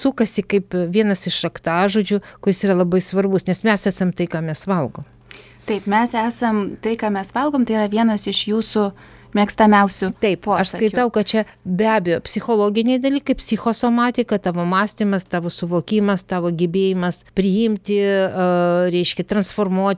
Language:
Lithuanian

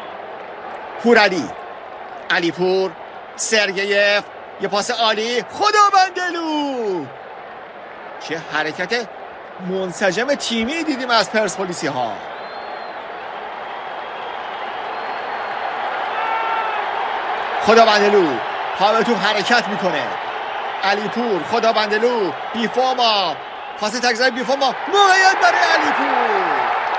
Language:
Persian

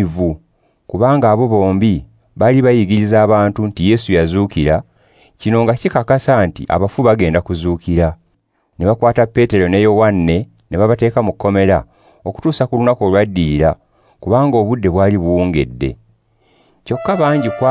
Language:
Ganda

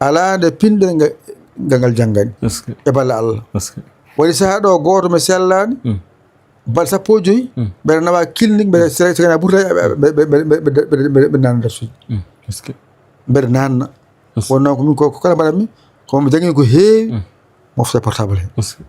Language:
Fula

